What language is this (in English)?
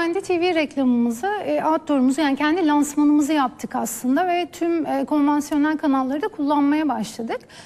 Turkish